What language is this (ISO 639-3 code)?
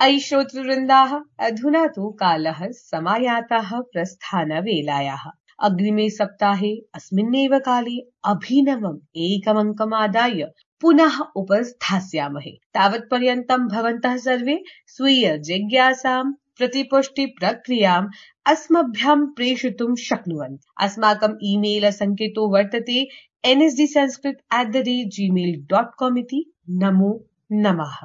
san